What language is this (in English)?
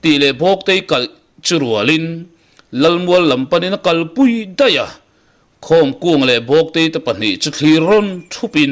Mizo